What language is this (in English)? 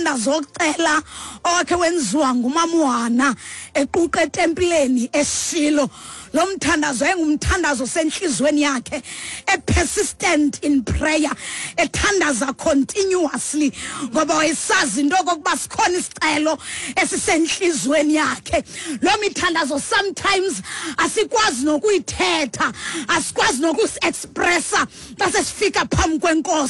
Xhosa